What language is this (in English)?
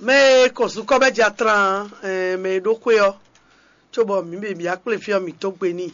Fon